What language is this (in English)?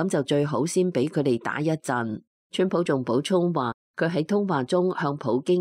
Cantonese